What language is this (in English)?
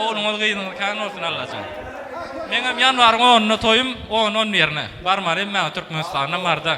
Turkmen